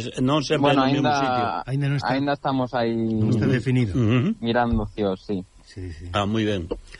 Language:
Galician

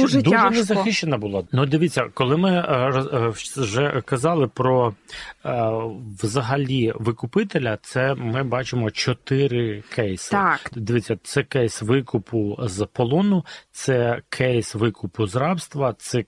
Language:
Ukrainian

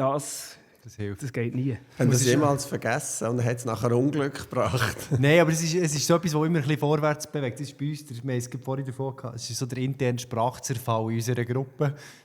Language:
Swiss German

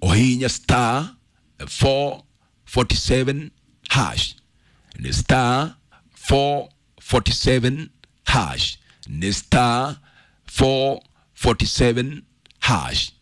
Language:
Kikuyu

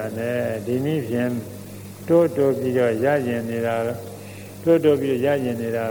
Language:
Burmese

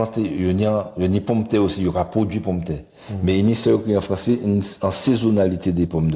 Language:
Guadeloupean Creole French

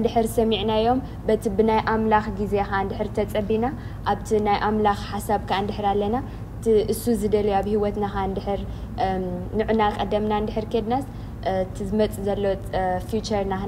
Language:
Tigrinya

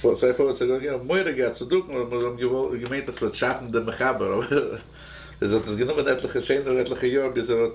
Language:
Yiddish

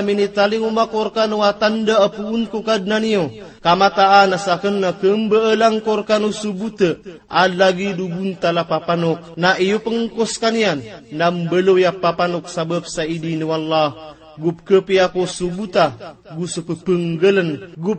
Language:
Maranao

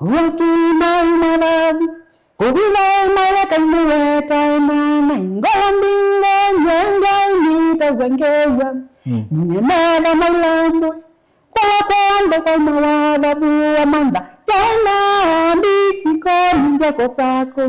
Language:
Kamba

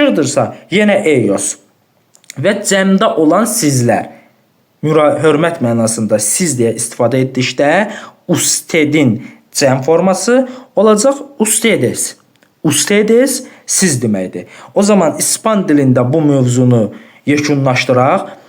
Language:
Azerbaijani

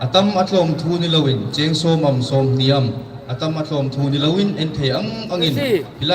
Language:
Hmar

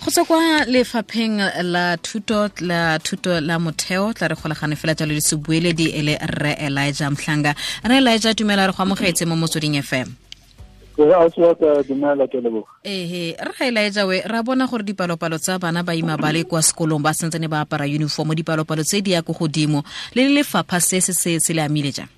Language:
Tswana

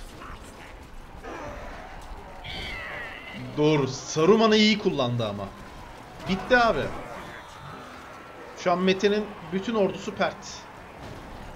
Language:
Turkish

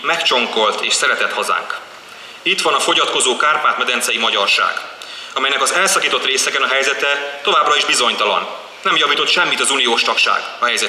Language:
Hungarian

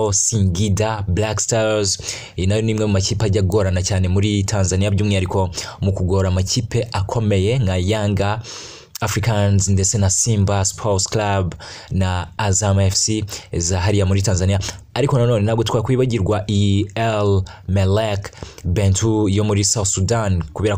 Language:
Kinyarwanda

